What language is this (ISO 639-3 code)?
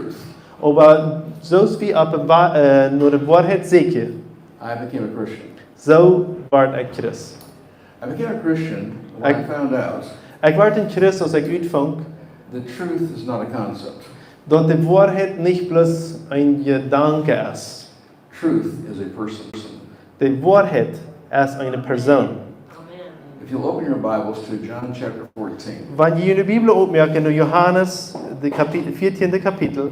pdt